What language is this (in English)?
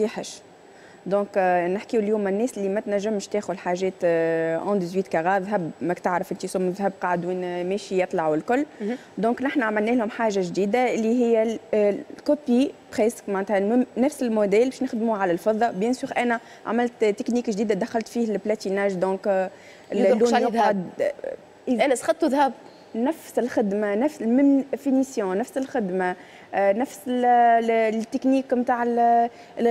Tunisian Arabic